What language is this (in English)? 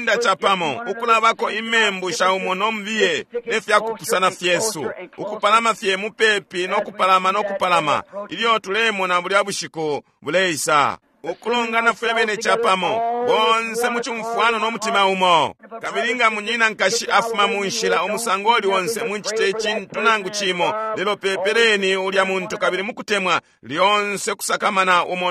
Bemba